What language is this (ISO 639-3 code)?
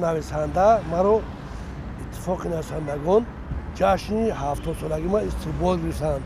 tgk